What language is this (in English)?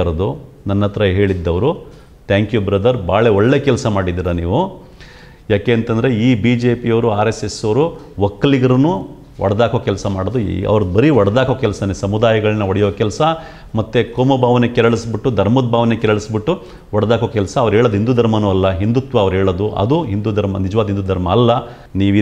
Kannada